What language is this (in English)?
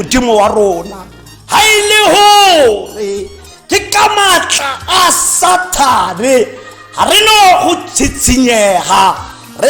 Tswana